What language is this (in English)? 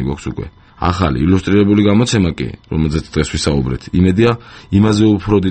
Georgian